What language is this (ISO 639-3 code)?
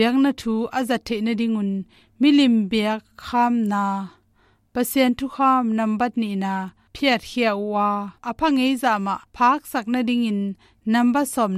ctd